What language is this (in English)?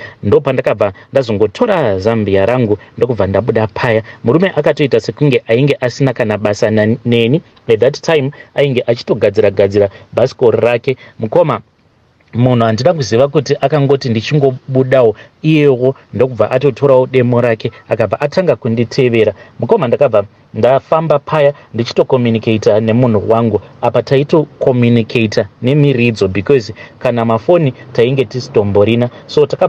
Shona